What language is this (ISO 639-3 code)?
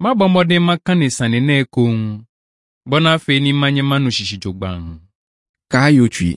ewe